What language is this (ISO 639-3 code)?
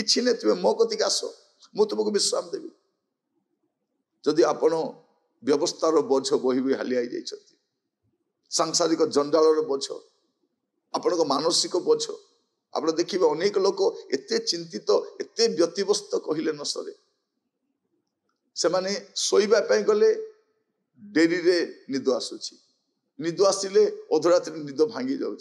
ori